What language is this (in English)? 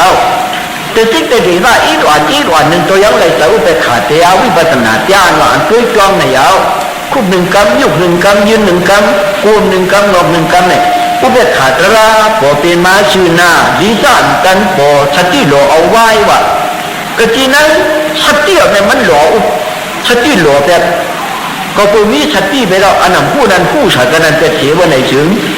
Shan